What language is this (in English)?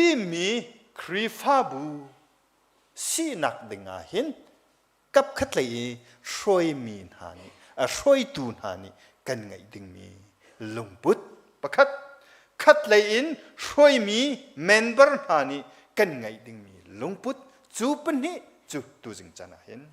Hakha Chin